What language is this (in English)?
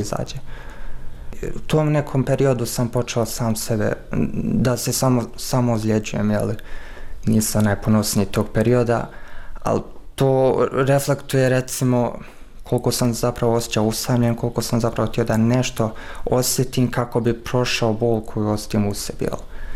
Bosnian